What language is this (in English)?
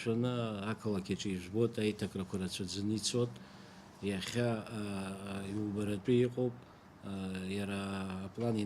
Abkhazian